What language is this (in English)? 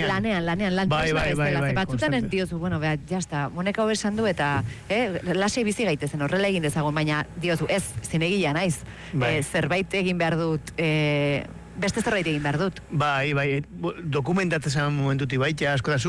Basque